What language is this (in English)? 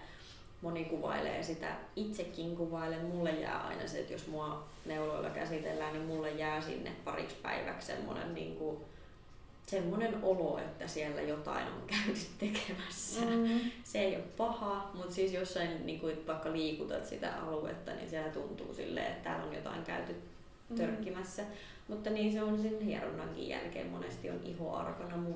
Finnish